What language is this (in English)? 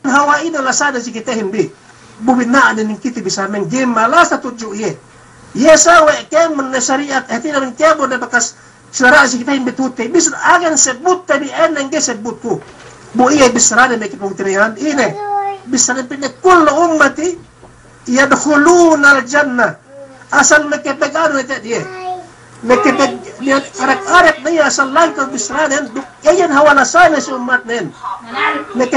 Yakan